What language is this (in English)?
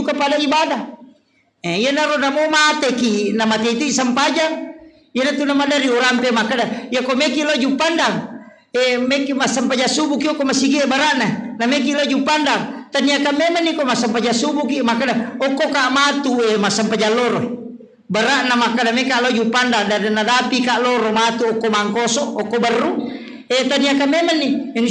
Buginese